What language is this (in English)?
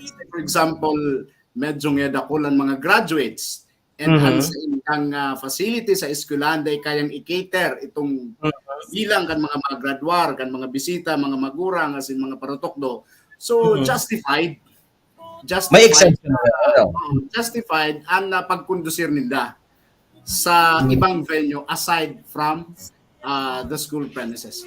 Bikol